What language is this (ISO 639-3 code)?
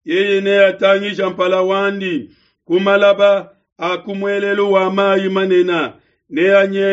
lua